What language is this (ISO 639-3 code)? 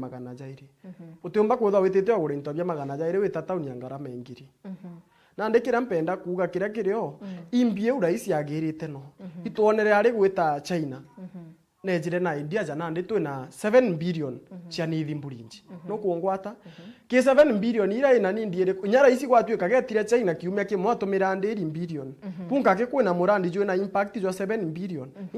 mer